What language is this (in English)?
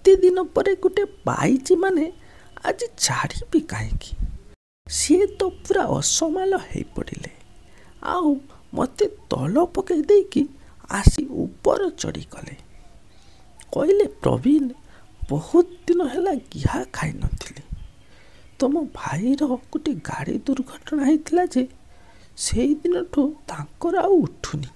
Odia